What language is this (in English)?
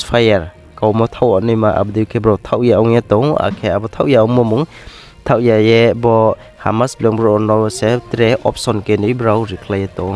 Riang (India)